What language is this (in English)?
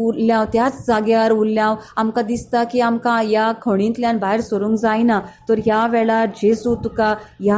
Konkani